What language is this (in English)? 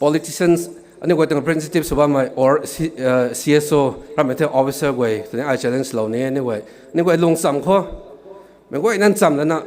Rongmei Naga